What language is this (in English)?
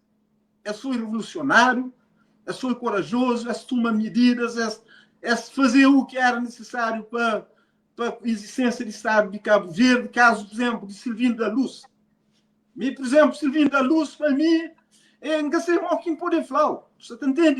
Kabuverdianu